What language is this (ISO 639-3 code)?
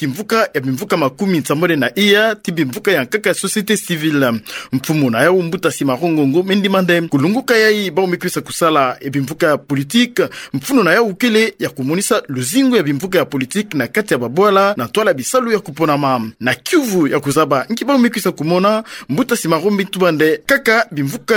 ktu